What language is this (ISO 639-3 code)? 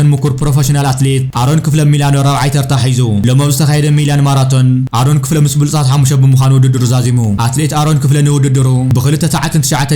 tir